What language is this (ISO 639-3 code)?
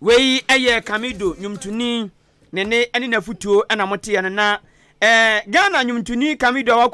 aka